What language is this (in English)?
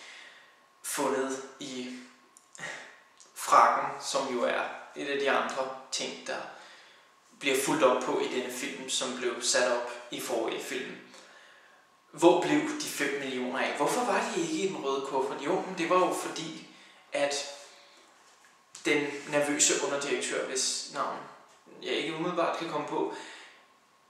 Danish